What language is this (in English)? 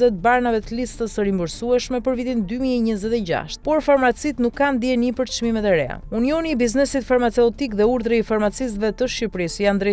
Albanian